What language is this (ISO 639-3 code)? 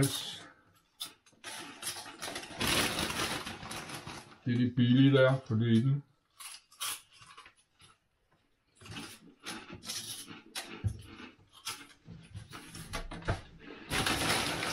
dan